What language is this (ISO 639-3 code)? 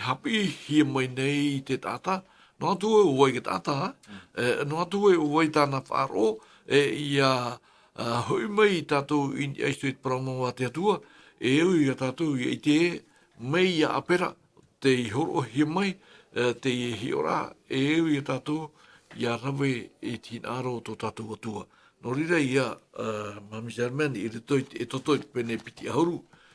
tah